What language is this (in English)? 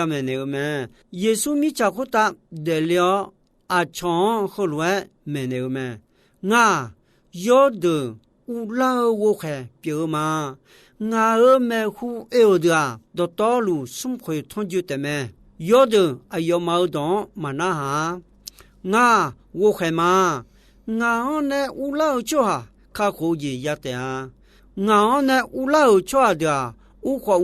Akha